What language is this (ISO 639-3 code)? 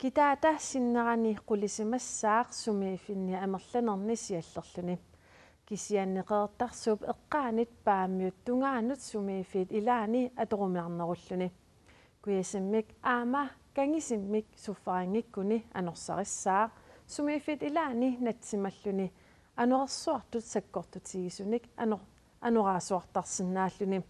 kal